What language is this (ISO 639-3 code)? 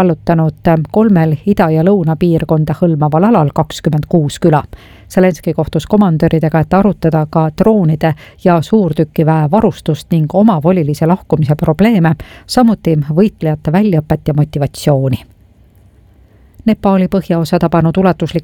est